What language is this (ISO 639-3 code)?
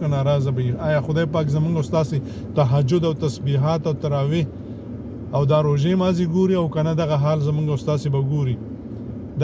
pus